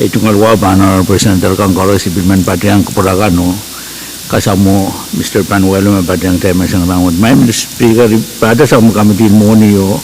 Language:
Pohnpeian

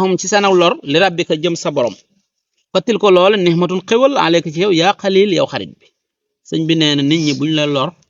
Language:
Wolof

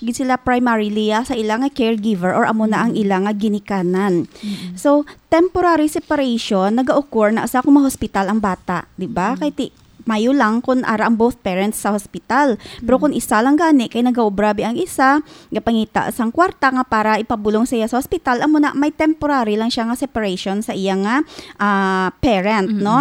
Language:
Hiligaynon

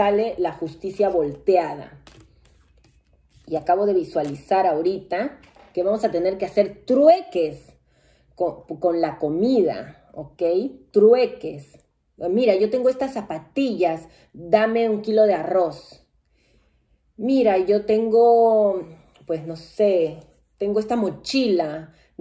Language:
Spanish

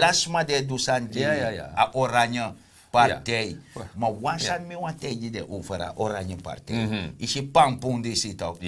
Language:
Sranan Tongo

